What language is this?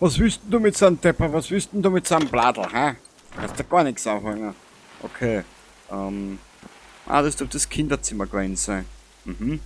Bavarian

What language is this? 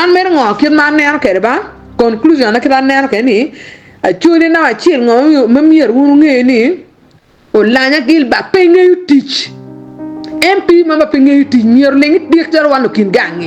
Acoli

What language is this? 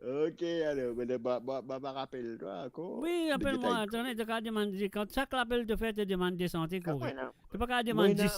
Morisyen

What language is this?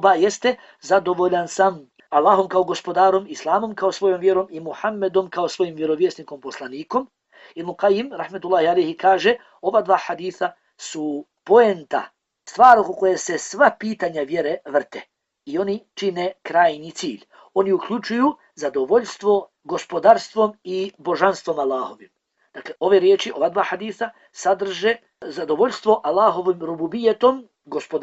Bosnian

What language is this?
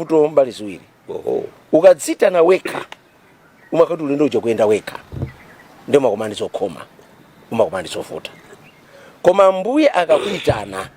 Nyanja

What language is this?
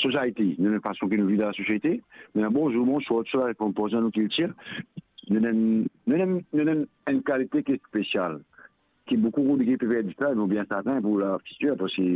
Morisyen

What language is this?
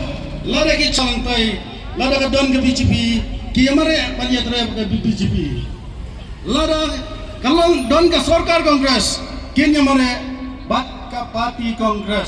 Khasi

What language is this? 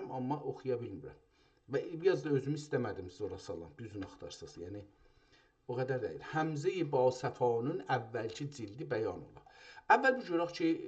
South Azerbaijani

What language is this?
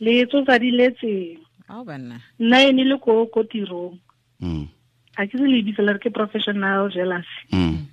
Tswana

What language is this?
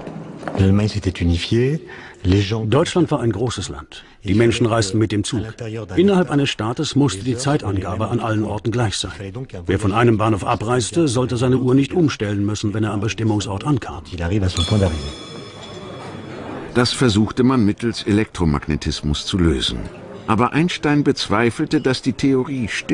German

